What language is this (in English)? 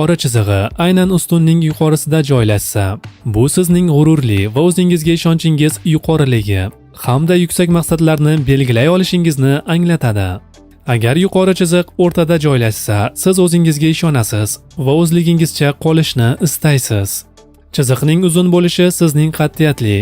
Uzbek